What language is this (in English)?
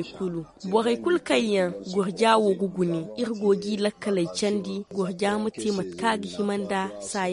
Zarma